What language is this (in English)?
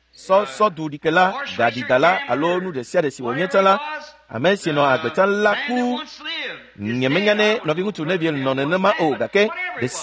Ewe